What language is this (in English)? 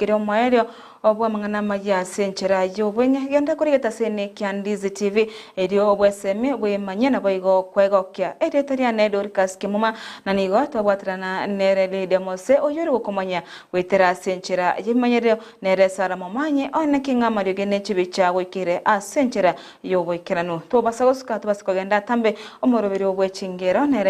Gusii